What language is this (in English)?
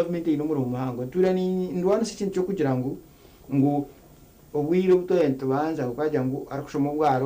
Nyankole